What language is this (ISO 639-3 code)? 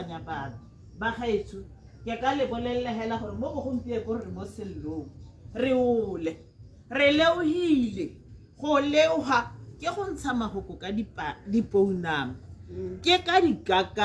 tsn